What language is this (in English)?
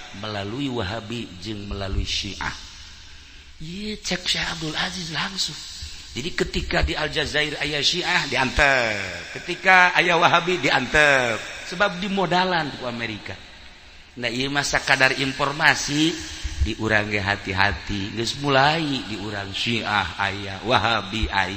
Sundanese